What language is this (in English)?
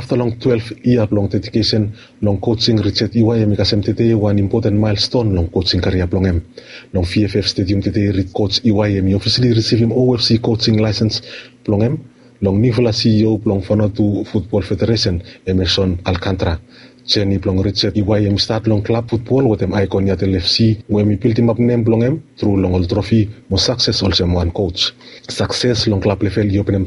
Bislama